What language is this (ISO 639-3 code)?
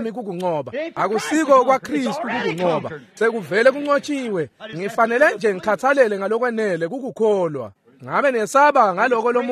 ssw